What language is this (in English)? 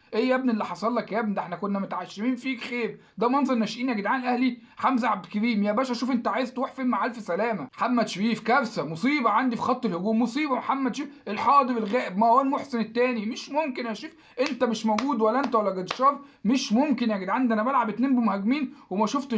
Egyptian Arabic